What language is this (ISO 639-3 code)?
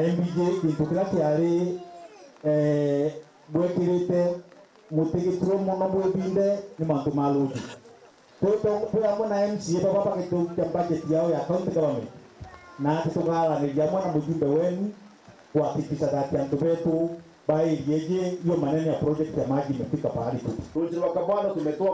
mer